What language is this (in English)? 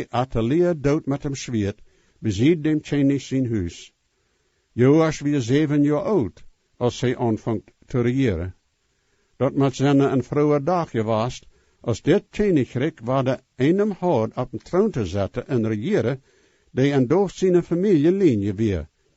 Plautdietsch